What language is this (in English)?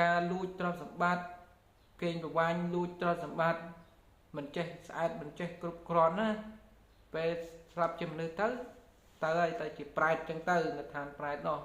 Khmer